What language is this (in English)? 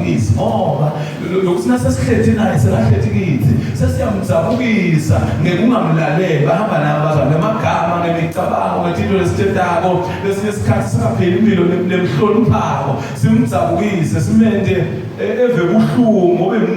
Zulu